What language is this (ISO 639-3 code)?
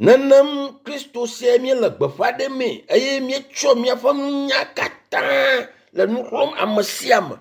ewe